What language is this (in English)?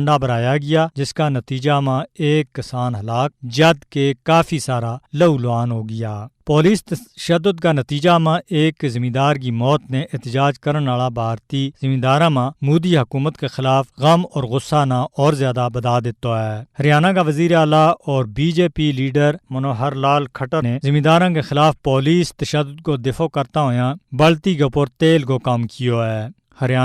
Gujari